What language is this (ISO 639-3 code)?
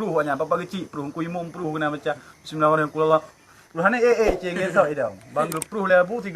ace